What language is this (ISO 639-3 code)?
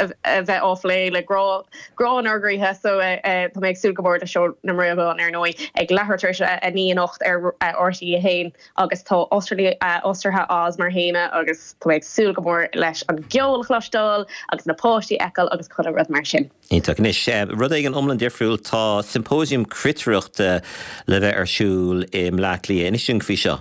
gle